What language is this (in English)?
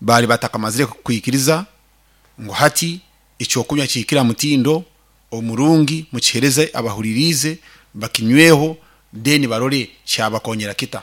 Nyankole